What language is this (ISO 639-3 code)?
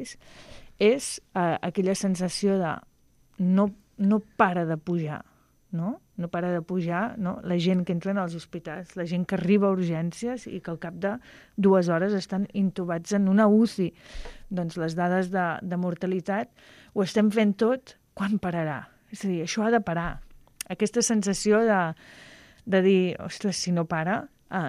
cat